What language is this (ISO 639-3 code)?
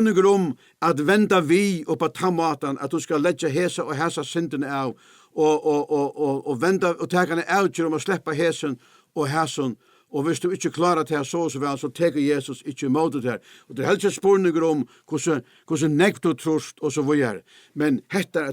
fao